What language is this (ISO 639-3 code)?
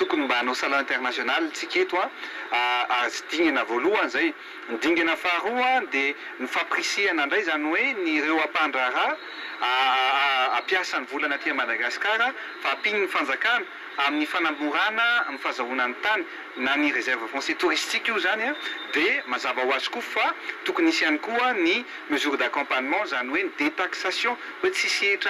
mlg